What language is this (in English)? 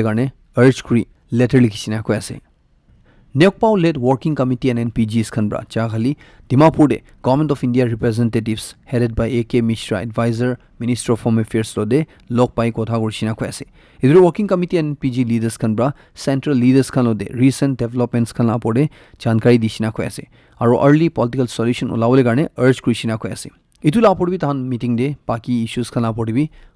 Naga Pidgin